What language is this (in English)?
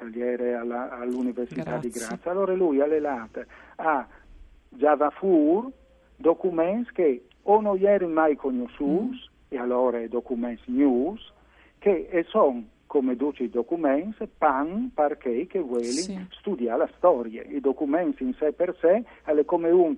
Friulian